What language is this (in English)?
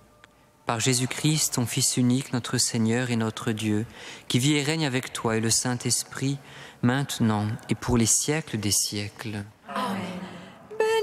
French